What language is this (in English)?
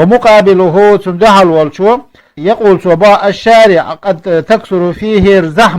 Chechen